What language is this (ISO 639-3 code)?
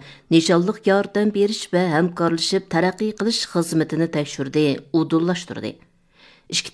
uig